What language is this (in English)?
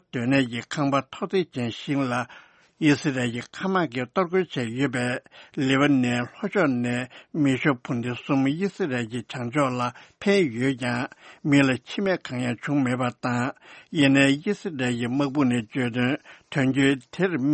Tibetan